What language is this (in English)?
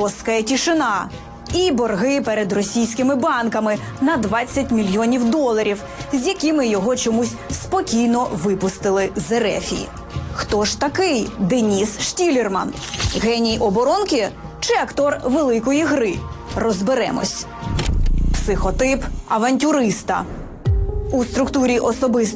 Ukrainian